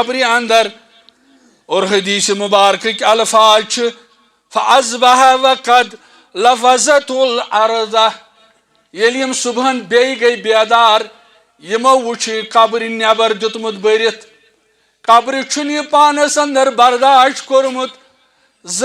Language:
Kashmiri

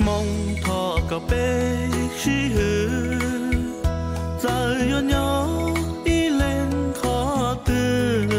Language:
Hmong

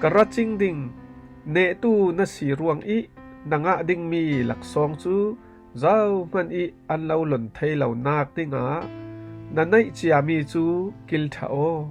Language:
Falam Chin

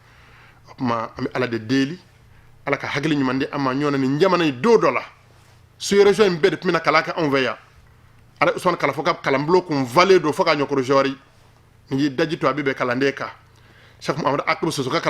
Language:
Bambara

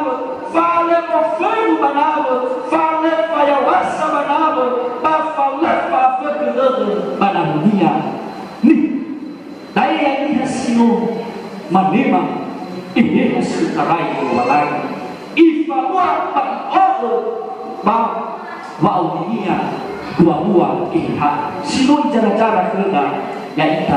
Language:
Nias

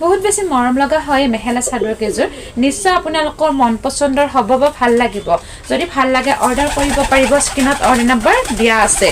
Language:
Assamese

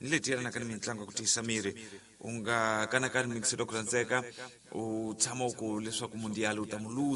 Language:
Tsonga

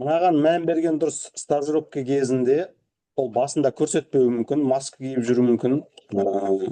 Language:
Kazakh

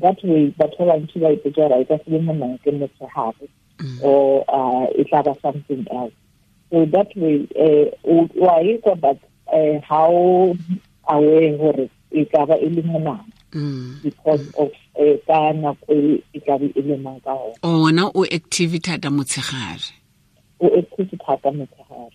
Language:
Tswana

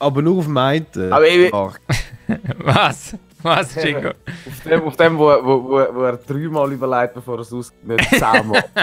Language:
Swiss German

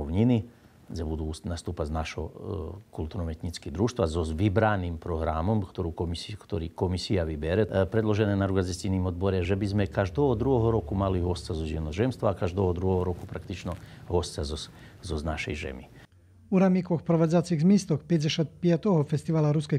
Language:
Rusyn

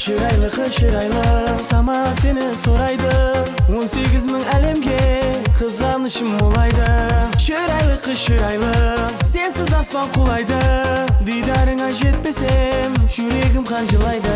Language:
Kara-Kalpak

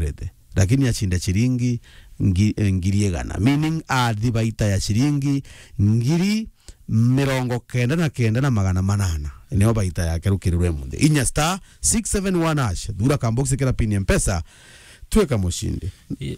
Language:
Meru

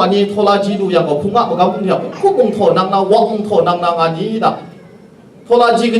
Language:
Kachin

